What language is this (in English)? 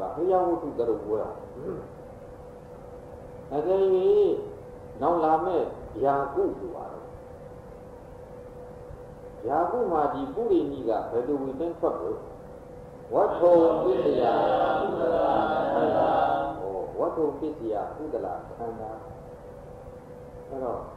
Burmese